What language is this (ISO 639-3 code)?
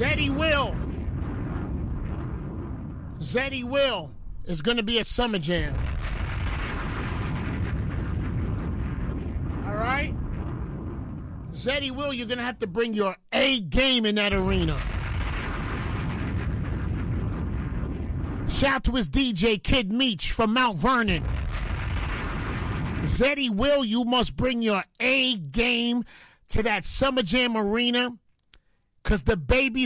eng